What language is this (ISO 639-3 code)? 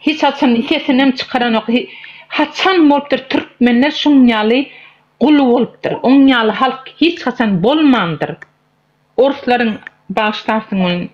tuk